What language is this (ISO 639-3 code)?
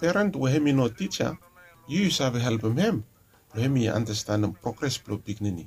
bis